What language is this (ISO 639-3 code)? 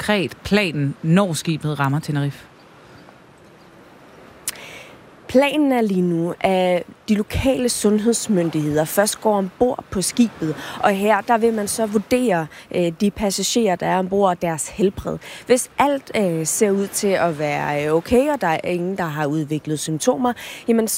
dan